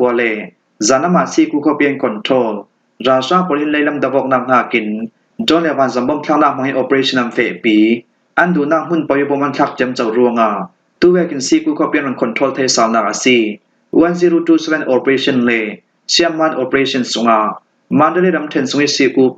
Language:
Falam Chin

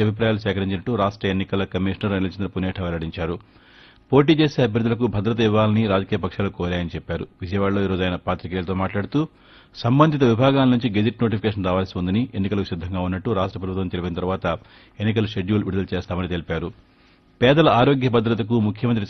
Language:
Telugu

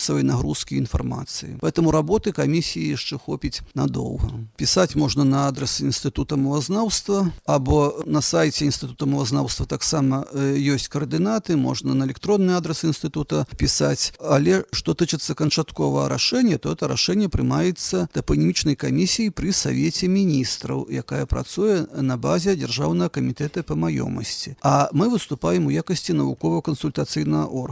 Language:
Belarusian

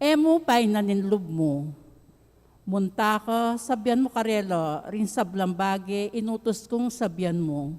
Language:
Pampanga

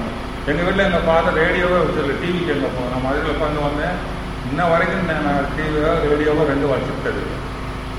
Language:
Tamil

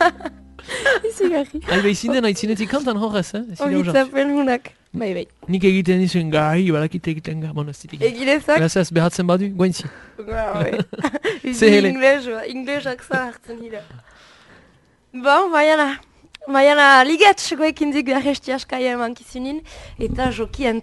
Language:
Basque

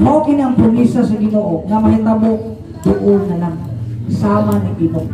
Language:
Cebuano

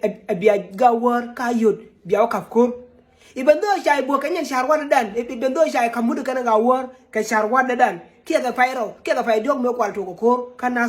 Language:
Nuer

